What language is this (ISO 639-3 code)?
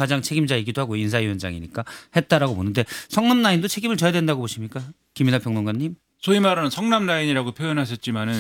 kor